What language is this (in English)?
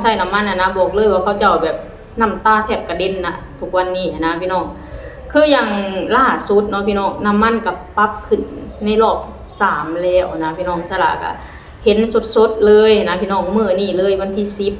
Lao